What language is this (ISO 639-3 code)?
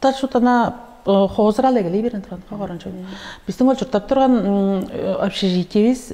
tyv